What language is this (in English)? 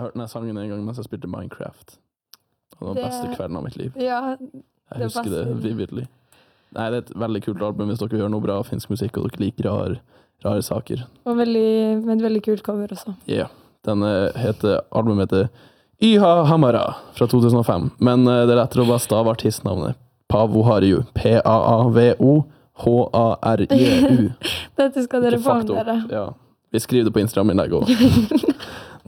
Norwegian